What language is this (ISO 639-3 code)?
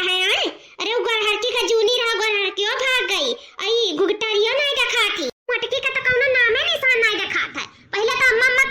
awa